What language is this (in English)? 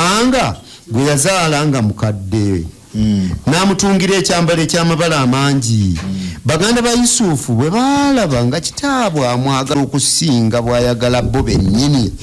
Ganda